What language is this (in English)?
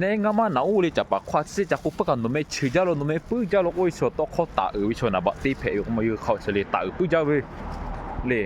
Lahu